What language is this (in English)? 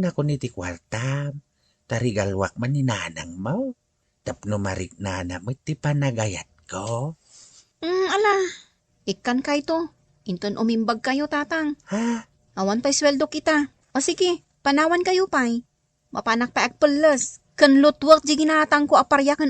Iloko